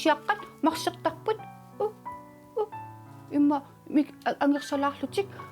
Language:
Kalaallisut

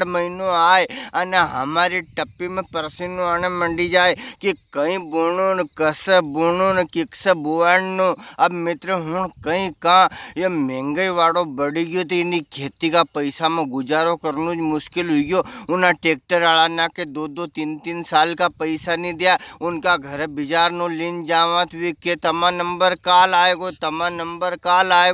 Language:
Rajasthani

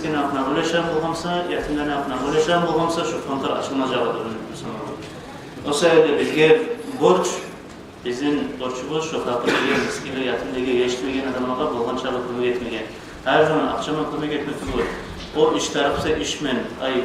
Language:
Kumyk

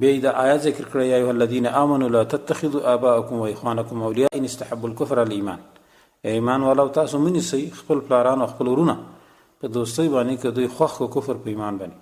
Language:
Pashto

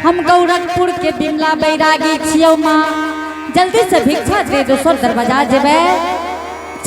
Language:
Angika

